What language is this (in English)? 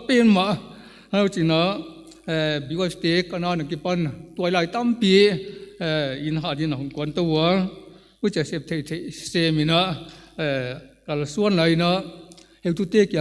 Paite Chin